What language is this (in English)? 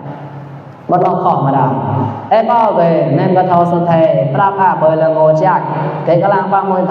Mon